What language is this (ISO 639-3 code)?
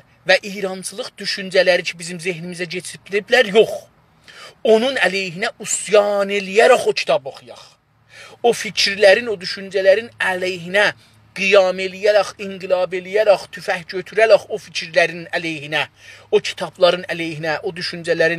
azb